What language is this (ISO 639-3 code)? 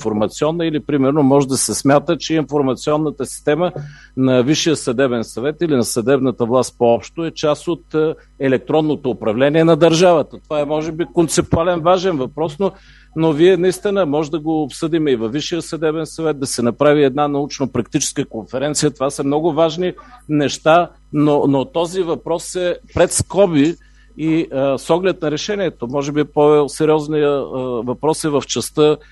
bul